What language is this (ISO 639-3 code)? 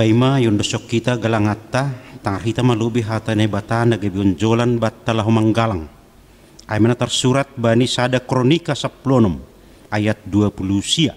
bts